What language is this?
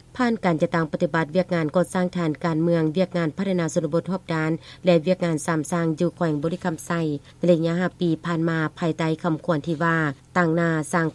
Lao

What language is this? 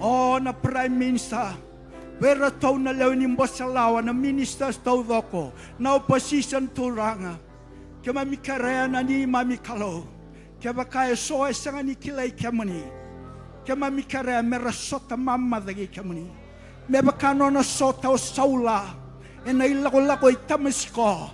Fijian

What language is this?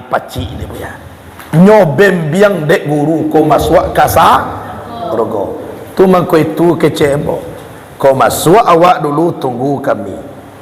Minangkabau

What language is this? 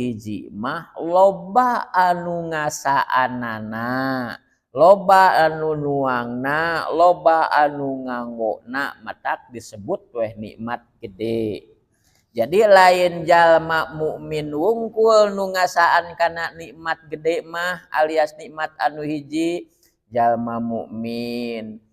Sundanese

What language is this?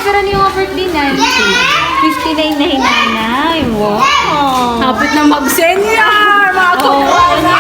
Waray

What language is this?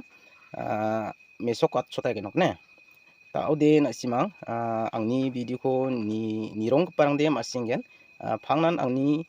Garo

